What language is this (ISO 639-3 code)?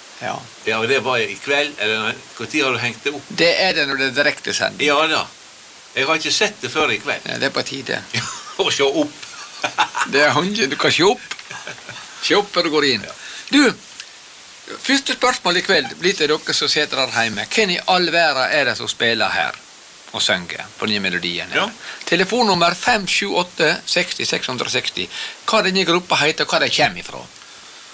nor